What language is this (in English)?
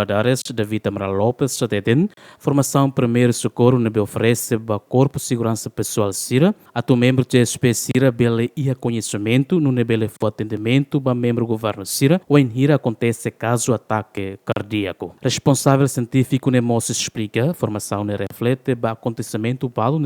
Tetum